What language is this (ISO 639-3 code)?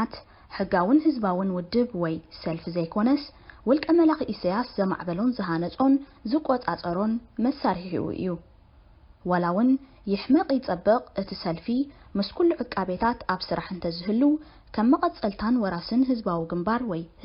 tir